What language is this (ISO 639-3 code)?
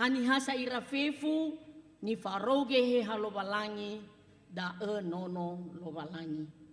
nia